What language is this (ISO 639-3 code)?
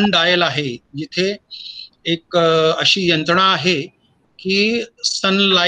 mar